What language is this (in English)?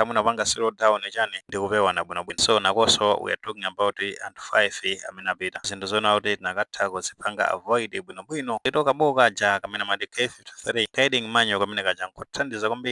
Nyanja